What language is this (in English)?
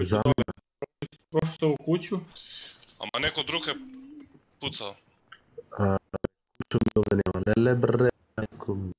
Macedonian